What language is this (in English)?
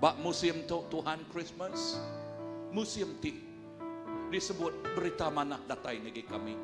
Iban